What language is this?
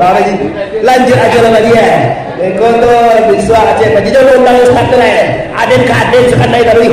Minangkabau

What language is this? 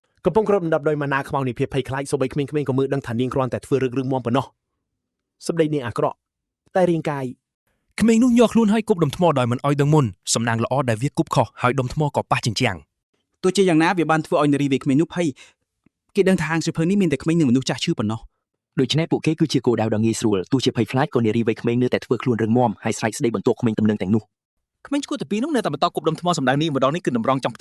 Khmer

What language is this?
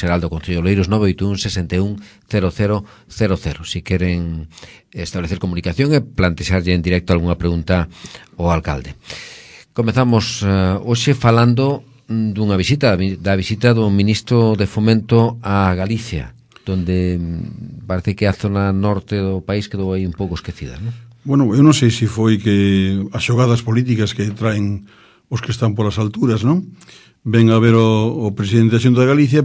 Galician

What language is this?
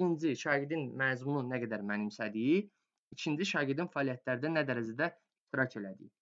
Azerbaijani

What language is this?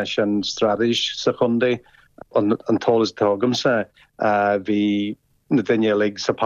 Irish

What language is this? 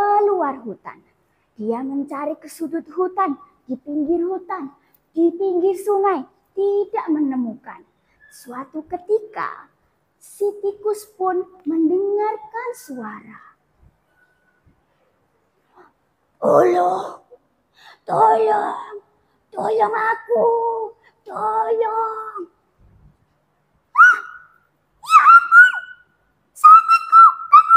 Indonesian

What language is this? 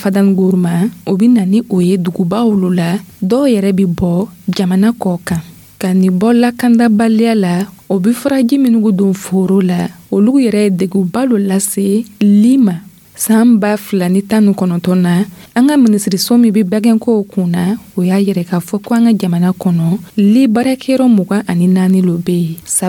Dyula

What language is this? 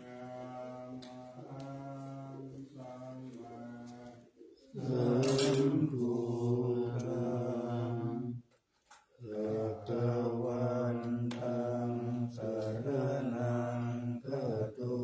Pali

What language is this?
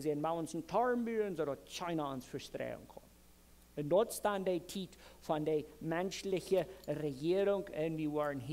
Plautdietsch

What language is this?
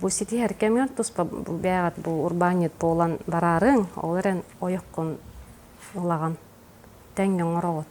Yakut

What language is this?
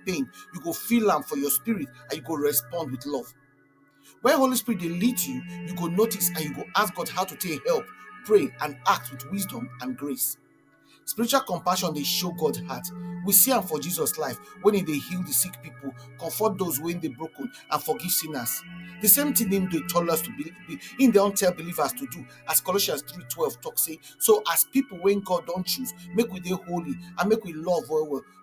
Nigerian Pidgin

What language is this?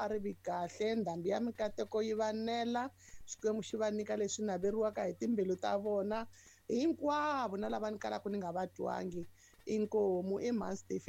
Tsonga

